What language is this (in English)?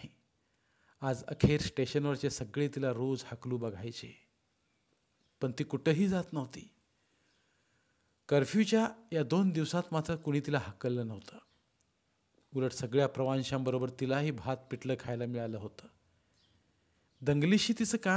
Marathi